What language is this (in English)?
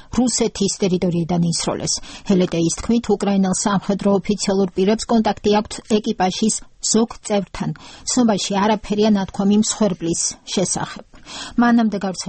Georgian